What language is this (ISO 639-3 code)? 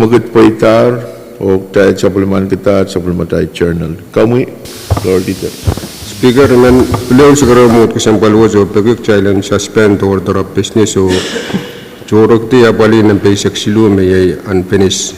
pon